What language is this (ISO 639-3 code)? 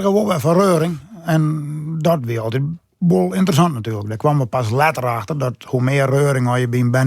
fry